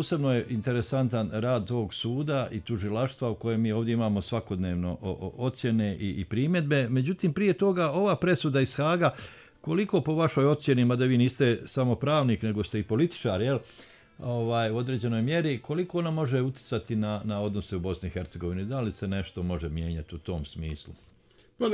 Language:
Bosnian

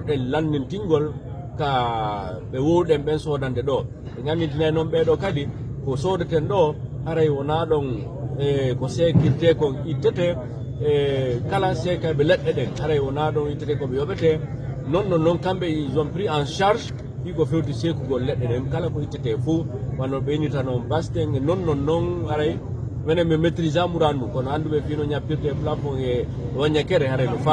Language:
Fula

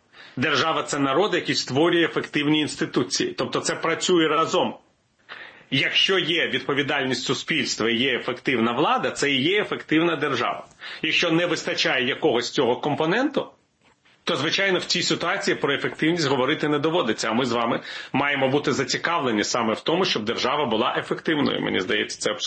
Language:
Ukrainian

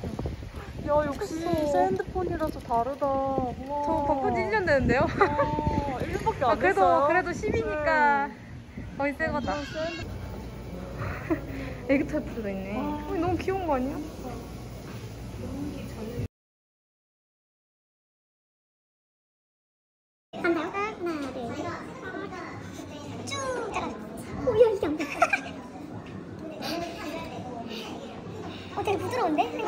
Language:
Korean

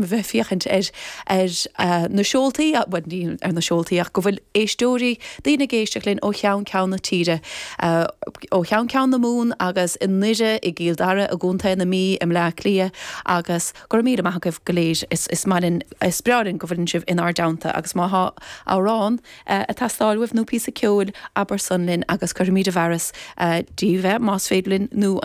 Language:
Irish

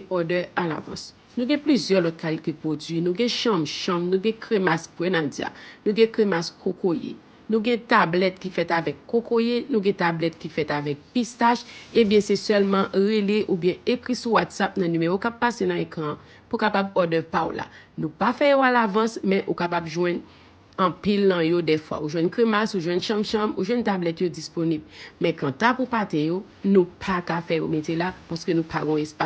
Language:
Haitian Creole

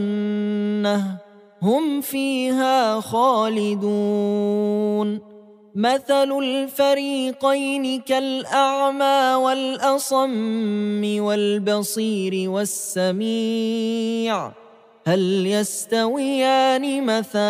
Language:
Arabic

